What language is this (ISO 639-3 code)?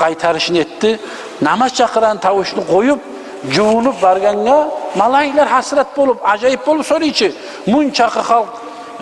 kum